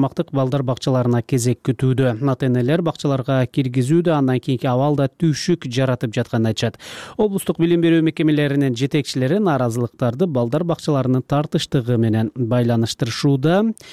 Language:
Kyrgyz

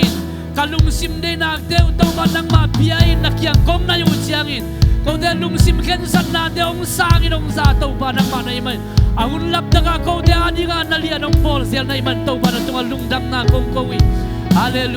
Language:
Tedim Chin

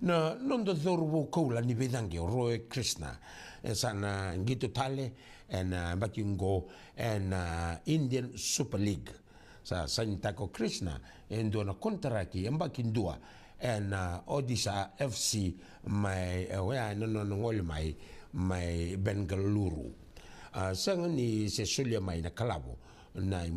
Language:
Fijian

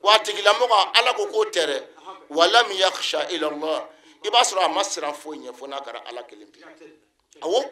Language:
Bambara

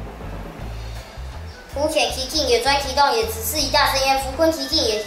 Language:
Literary Chinese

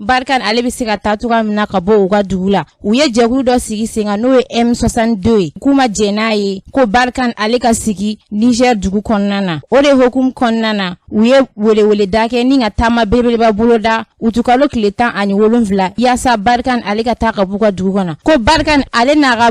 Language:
Bambara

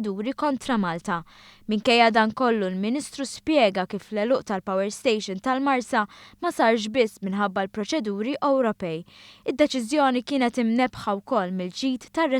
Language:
Maltese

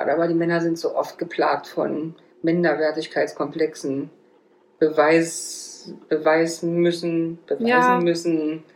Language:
German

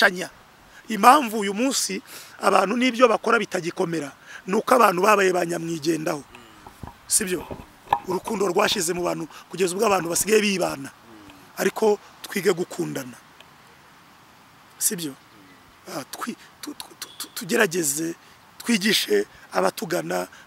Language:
Kinyarwanda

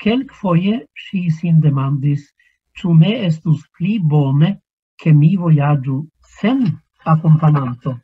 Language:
Esperanto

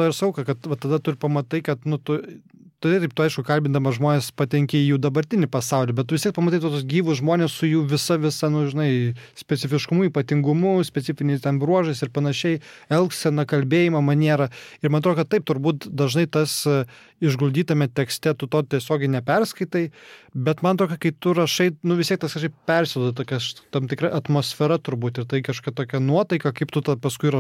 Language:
Lithuanian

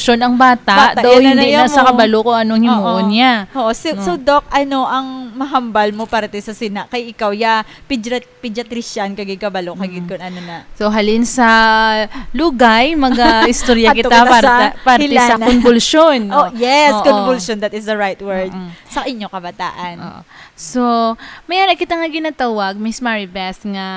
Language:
Hiligaynon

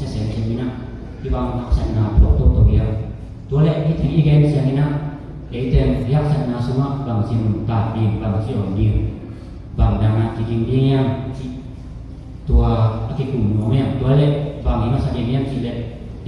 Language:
Tedim Chin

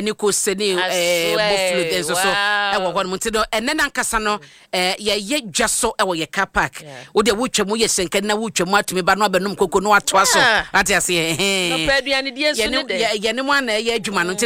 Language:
Akan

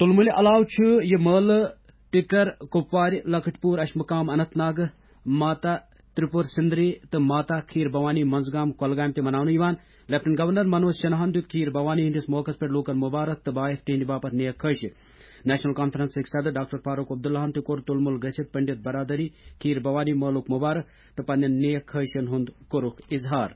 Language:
Kashmiri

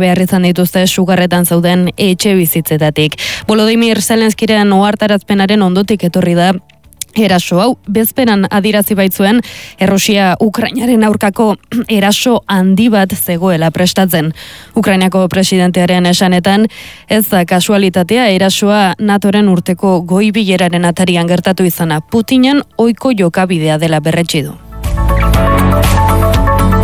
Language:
Basque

